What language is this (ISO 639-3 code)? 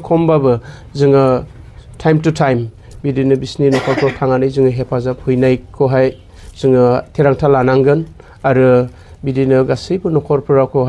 brx